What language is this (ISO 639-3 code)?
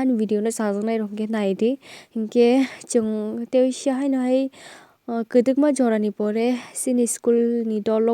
trp